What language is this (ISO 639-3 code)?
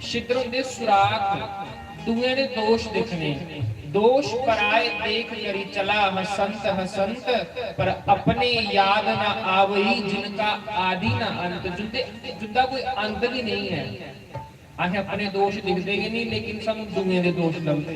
doi